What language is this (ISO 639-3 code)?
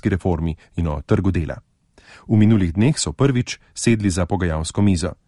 slv